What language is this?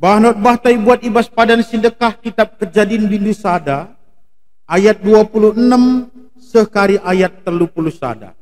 Batak Karo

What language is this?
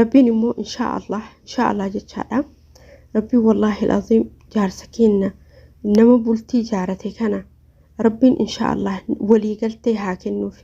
Oromo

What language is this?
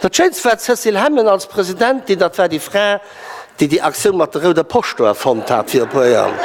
Luxembourgish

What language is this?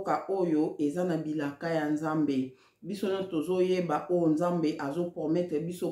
Lingala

